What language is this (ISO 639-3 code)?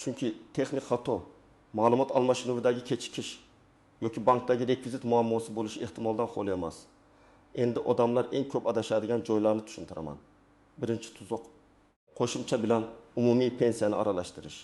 uzb